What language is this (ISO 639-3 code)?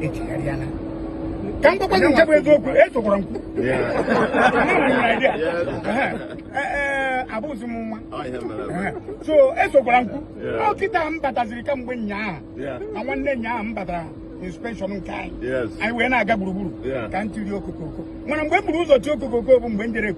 ibo